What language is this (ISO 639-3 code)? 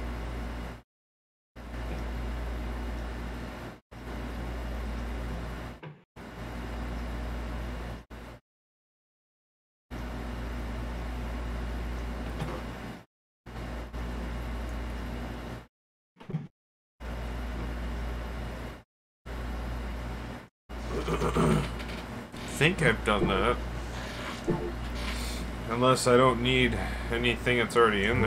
eng